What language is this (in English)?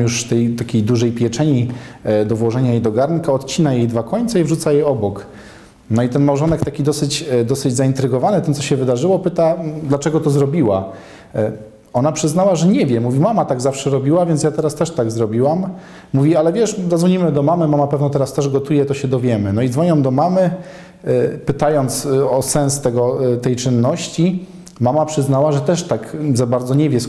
Polish